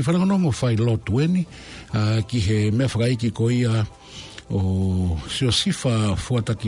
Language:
Tongan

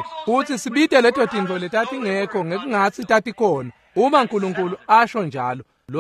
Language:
Swati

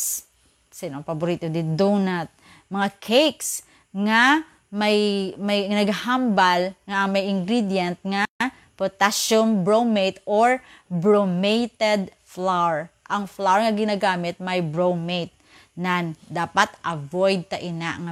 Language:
Hiligaynon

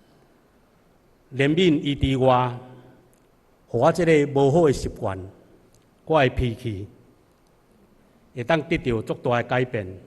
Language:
Min Nan Chinese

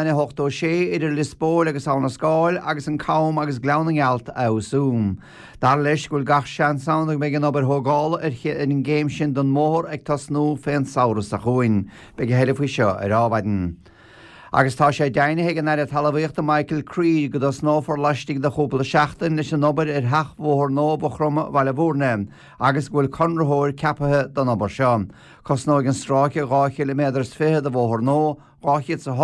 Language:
Irish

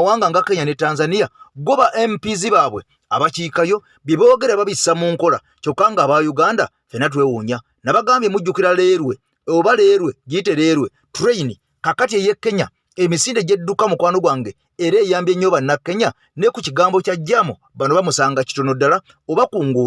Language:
Ganda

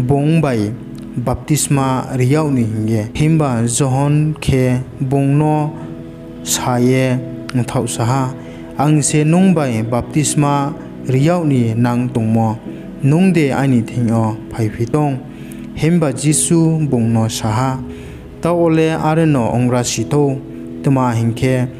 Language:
Riang (India)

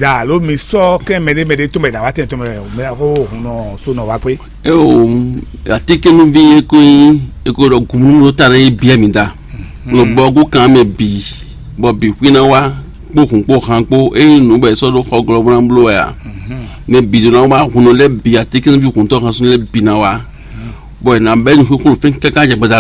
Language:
Fon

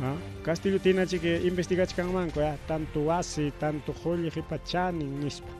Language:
Ayacucho Quechua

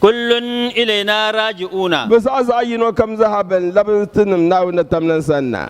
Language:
Dagbani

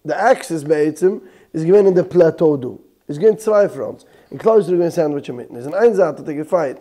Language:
Yiddish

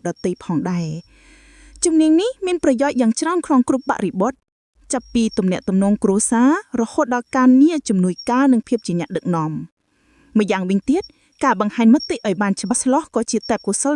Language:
Khmer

